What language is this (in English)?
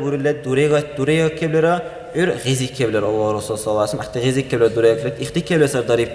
Dargwa